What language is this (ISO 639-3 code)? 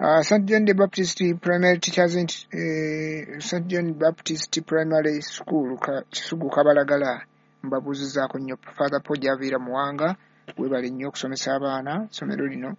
lug